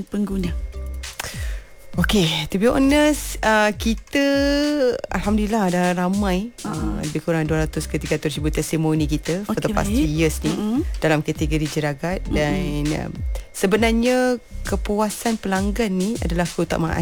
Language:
Malay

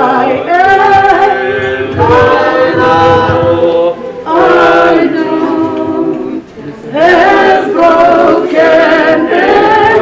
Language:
Northern Sotho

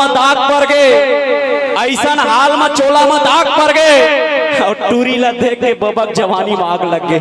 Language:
Chhattisgarhi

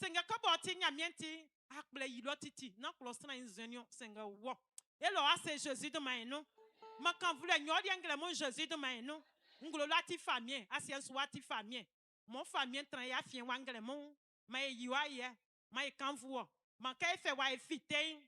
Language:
Baoulé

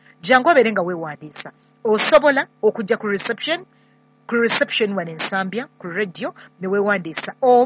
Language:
Ganda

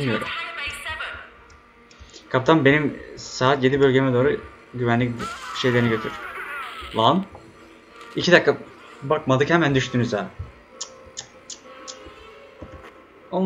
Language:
Turkish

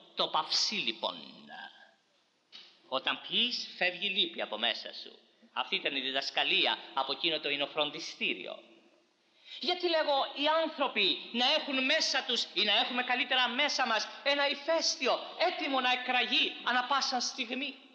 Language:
Greek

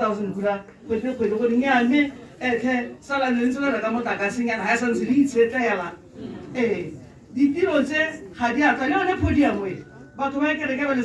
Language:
Tswana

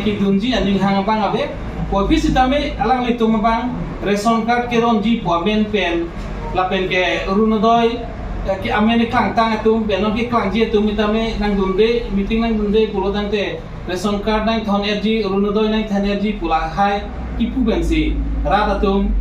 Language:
Karbi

